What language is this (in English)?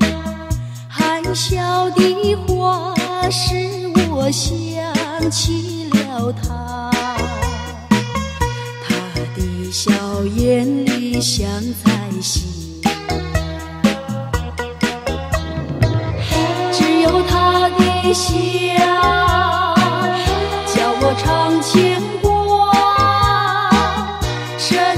Chinese